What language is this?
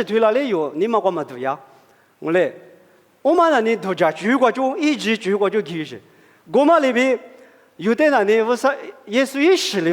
Lisu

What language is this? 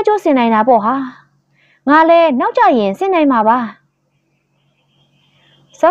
Burmese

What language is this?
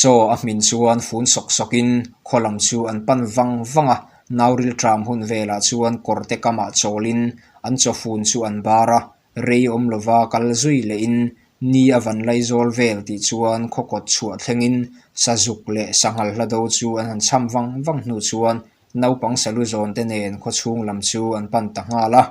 Mizo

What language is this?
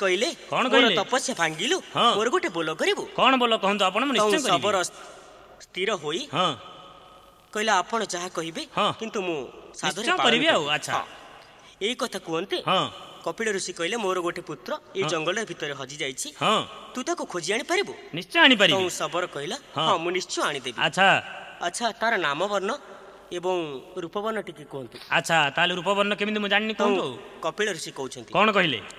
Odia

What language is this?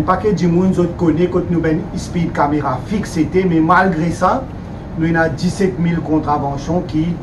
Morisyen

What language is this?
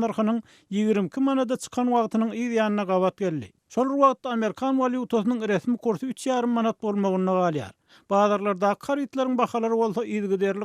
Turkmen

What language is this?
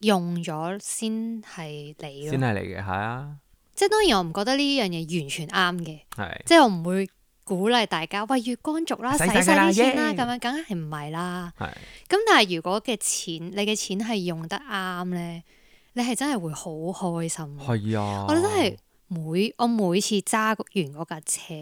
Cantonese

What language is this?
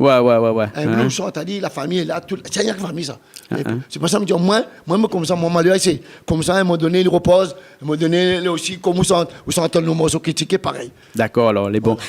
Réunion Creole French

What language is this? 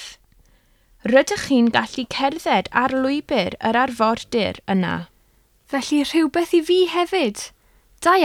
Welsh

